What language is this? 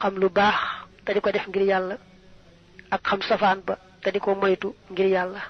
Wolof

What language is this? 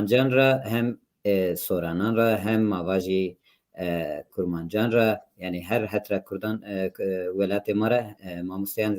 Zaza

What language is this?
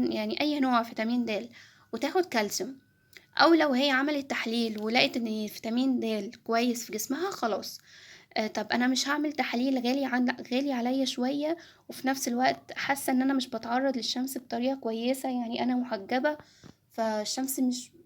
Egyptian Arabic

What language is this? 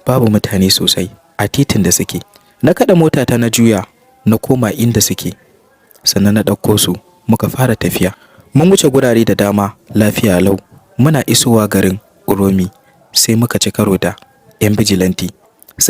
Hausa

